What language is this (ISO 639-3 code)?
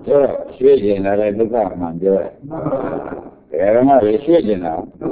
mya